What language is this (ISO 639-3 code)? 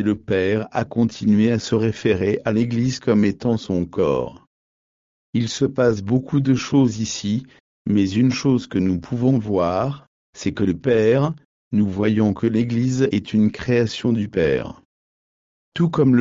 fra